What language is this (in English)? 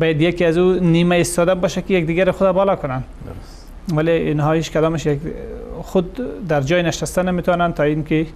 Persian